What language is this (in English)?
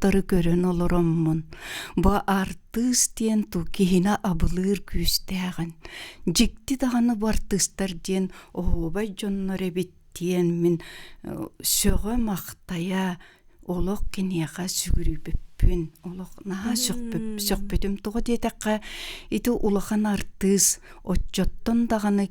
Yakut